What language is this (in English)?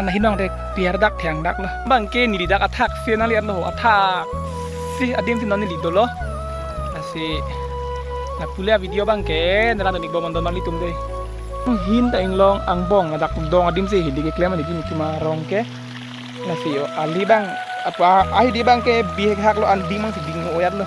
Karbi